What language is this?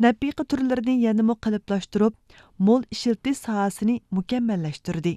Uyghur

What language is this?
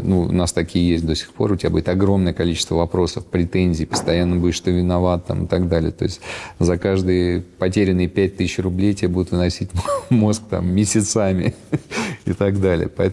Russian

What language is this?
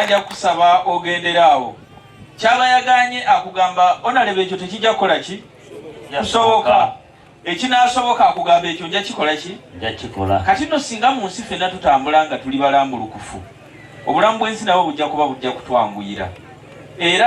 Ganda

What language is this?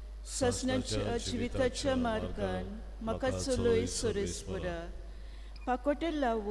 Konkani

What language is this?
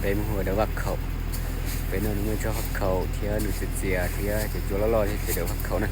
Hmong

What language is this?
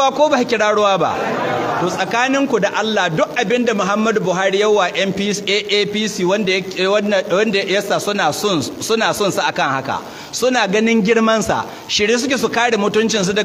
Hausa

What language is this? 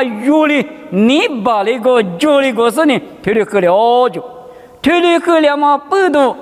Lisu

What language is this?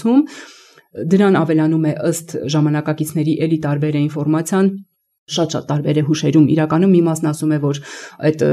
Armenian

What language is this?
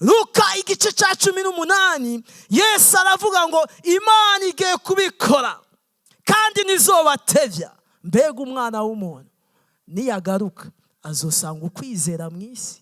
Rundi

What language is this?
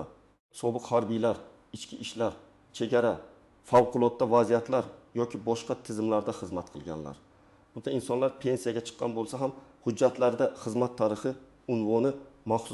Uzbek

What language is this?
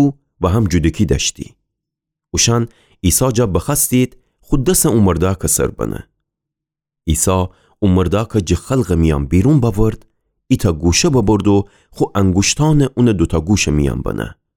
Gilaki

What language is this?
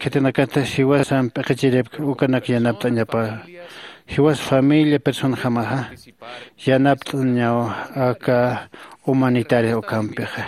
Aymara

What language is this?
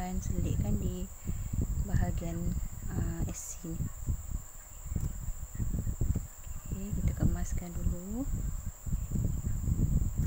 Malay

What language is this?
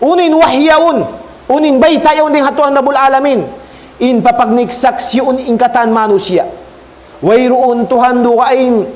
Tausug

